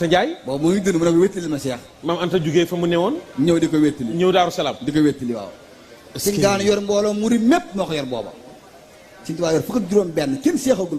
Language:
Wolof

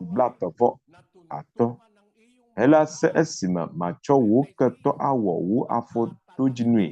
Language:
Ewe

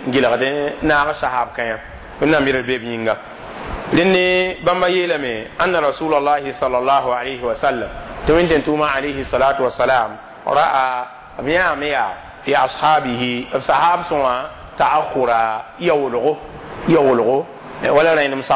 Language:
Mossi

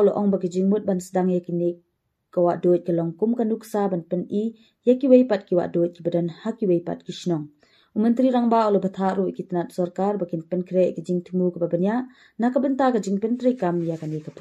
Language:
Khasi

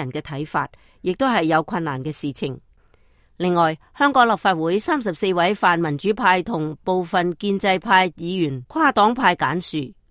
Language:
Cantonese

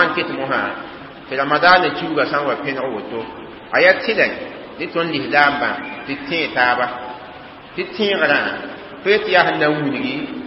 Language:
Mossi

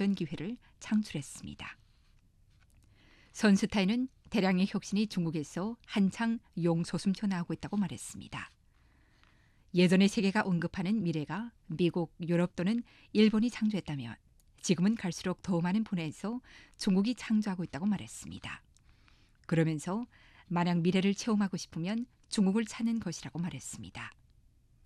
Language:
Korean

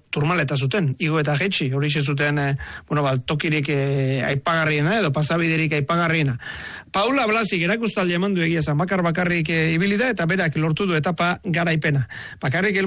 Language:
Basque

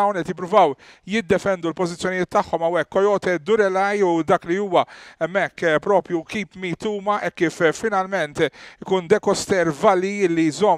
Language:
Maltese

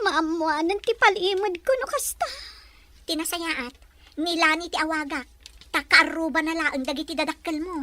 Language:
Iloko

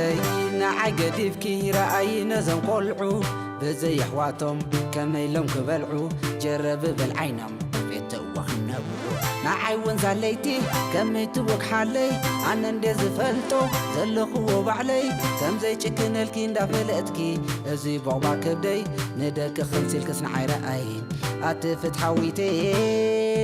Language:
Tigrinya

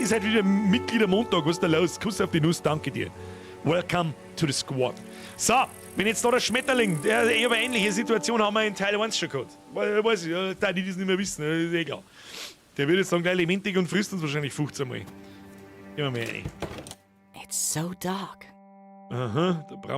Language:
Bavarian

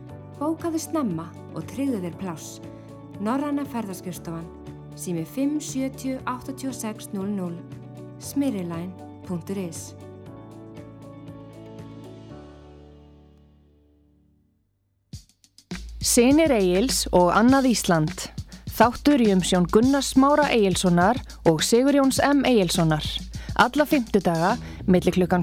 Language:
Icelandic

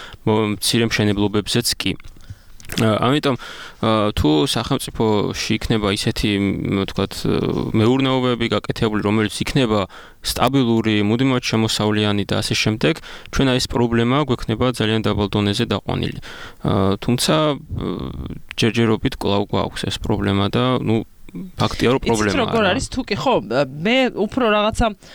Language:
Georgian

